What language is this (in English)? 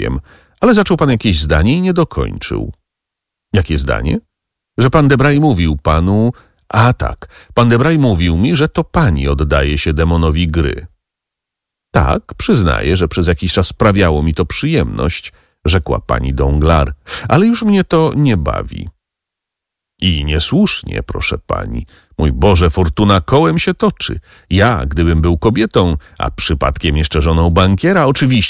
Polish